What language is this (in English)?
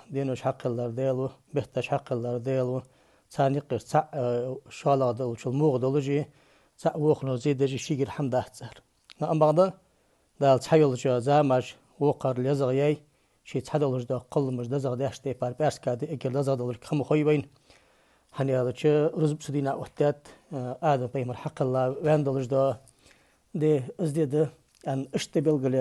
Ingush